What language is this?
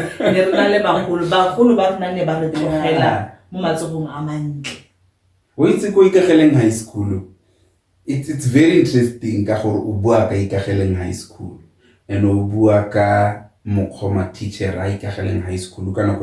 Tswana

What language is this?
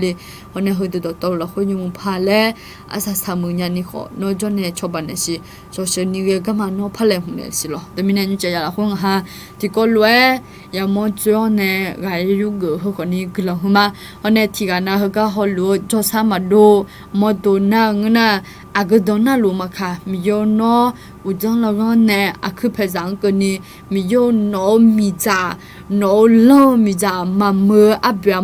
Akha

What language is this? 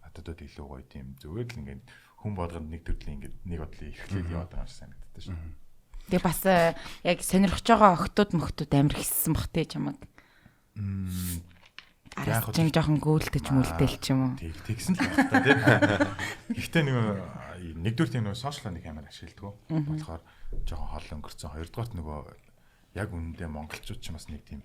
Mongolian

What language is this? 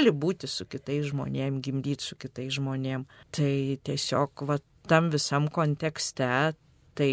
Lithuanian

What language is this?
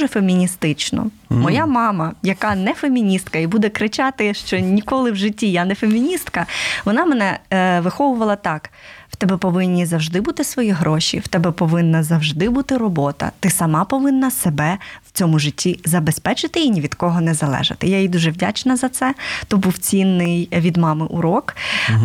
Ukrainian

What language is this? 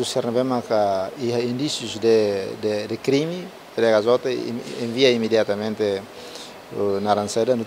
Tetum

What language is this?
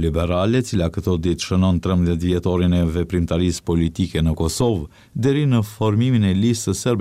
Albanian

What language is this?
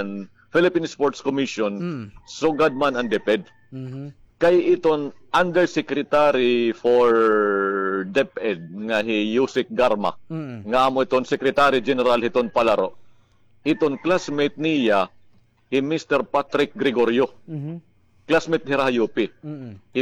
Waray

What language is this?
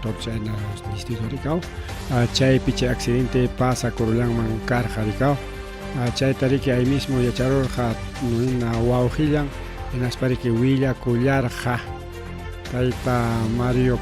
Ayacucho Quechua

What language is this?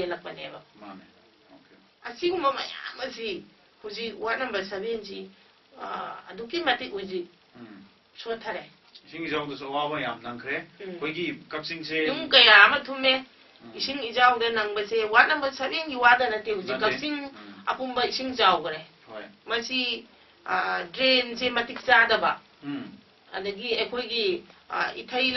Manipuri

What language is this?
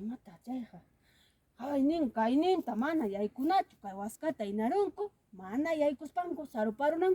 Ayacucho Quechua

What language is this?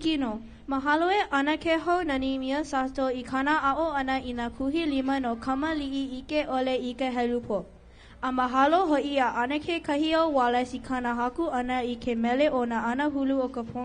Hawaiian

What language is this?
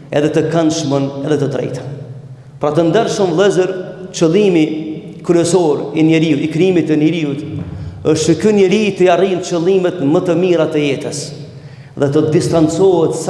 Albanian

